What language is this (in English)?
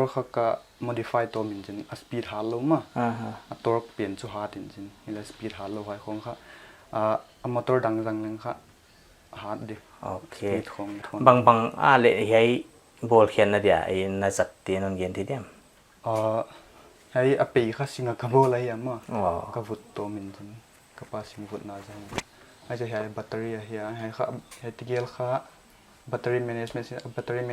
Paite Chin